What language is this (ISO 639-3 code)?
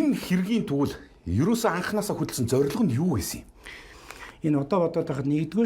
mon